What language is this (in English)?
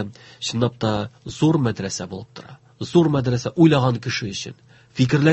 Tatar